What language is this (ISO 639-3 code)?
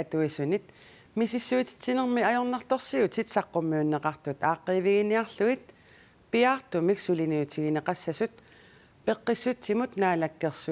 kal